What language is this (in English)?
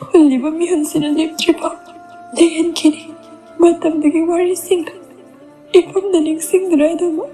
Manipuri